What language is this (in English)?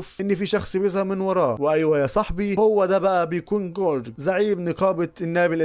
Egyptian Arabic